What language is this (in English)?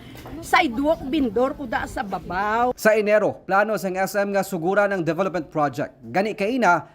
Hiligaynon